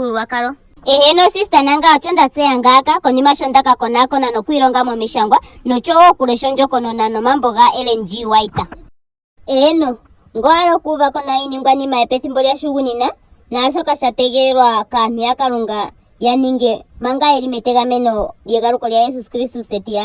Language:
Ndonga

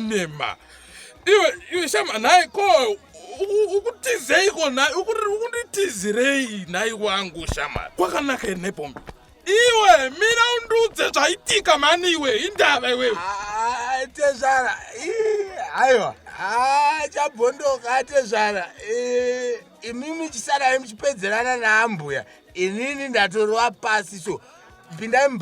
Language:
Shona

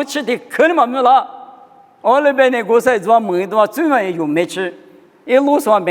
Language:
Lisu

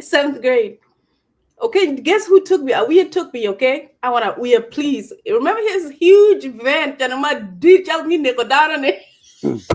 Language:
Acoli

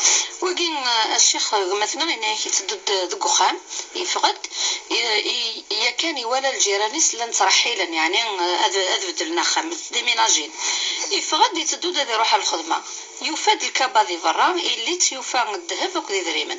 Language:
Kabyle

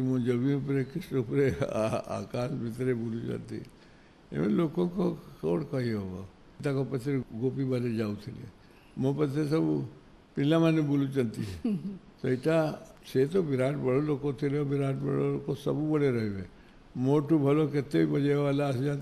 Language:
Odia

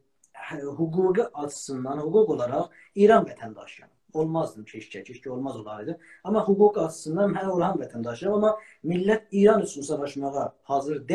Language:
South Azerbaijani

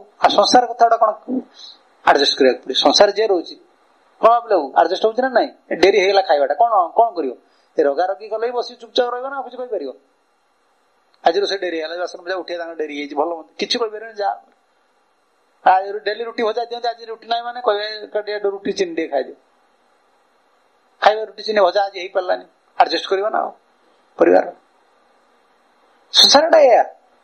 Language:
Odia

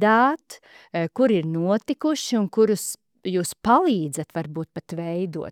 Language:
Latvian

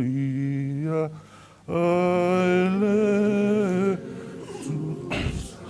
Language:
Samoan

